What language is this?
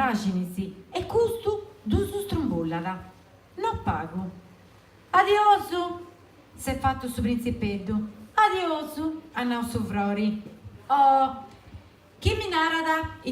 Sardinian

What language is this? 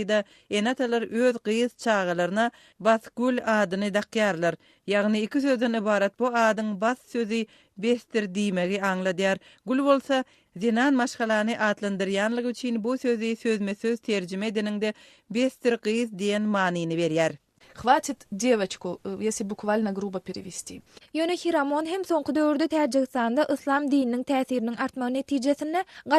Turkmen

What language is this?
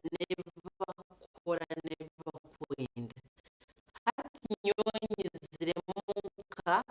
Nyankole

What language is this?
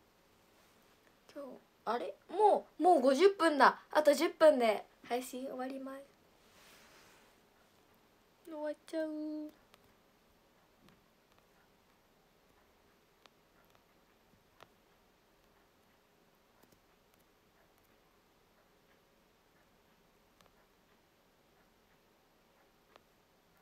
Japanese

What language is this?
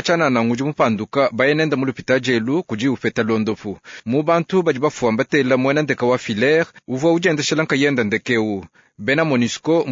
Luba-Lulua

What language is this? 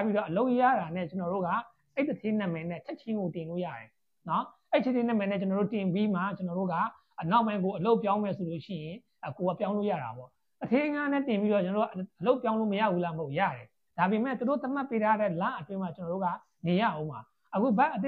Burmese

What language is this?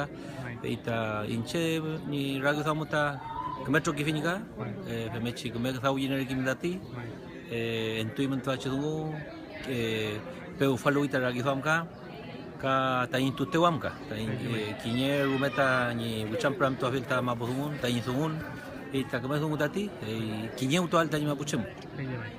Mapuche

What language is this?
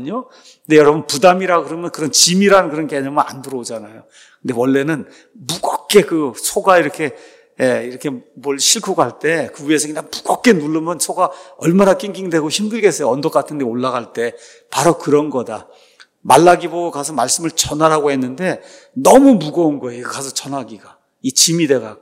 Korean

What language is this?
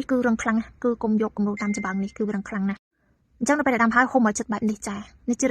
Khmer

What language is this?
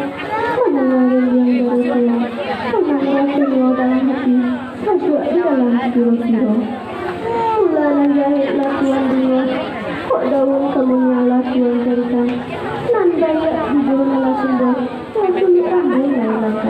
Minangkabau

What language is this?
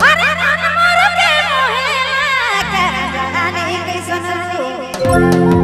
Sadri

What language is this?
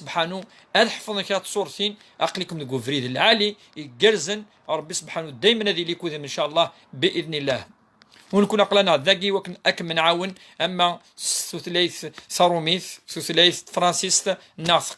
Kabyle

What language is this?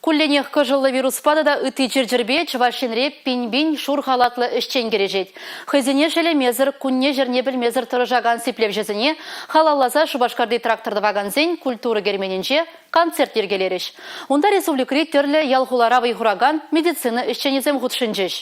Chuvash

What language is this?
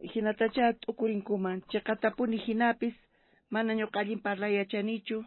South Bolivian Quechua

